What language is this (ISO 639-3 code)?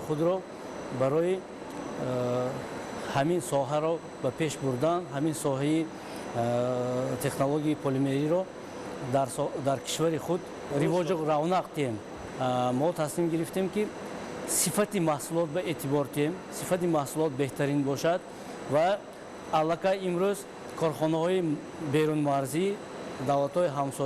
tgk